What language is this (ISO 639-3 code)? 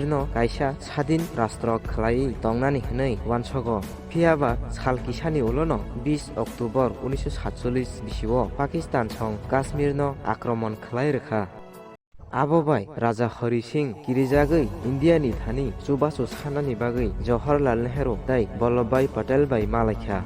trp